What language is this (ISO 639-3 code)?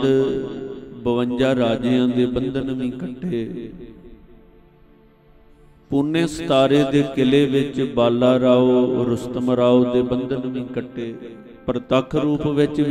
pan